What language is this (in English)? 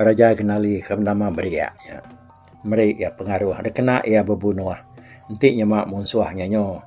Iban